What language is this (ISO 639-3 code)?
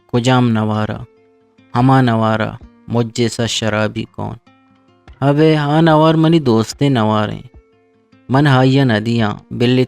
bgp